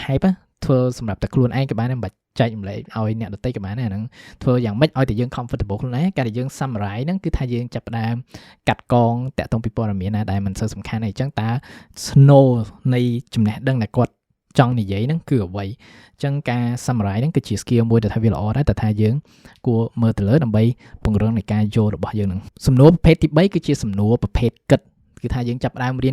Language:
Khmer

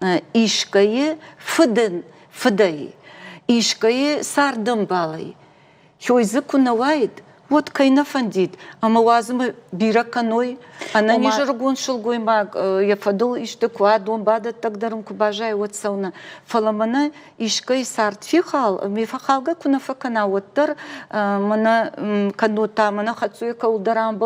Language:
Ossetic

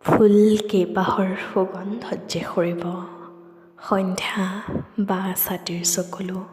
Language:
Assamese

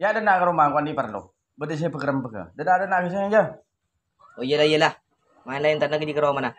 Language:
Madurese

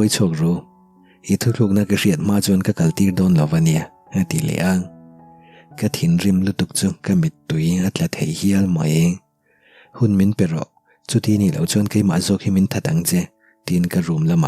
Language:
Mizo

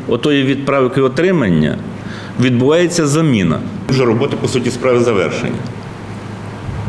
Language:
Ukrainian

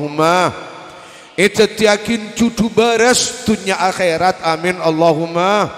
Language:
Madurese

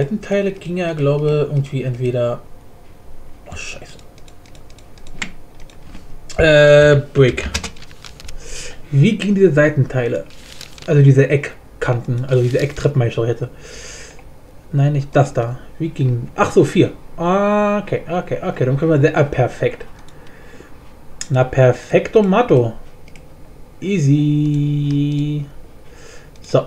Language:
German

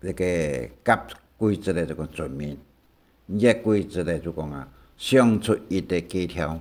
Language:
Hakka Chinese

